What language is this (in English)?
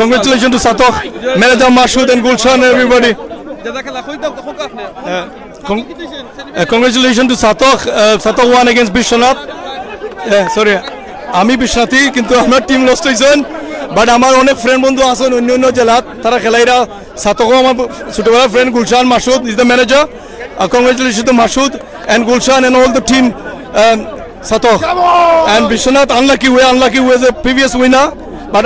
Sylheti